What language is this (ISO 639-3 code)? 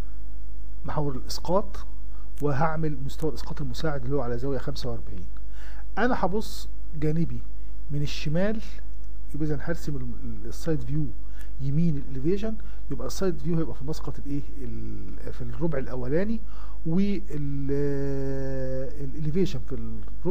arz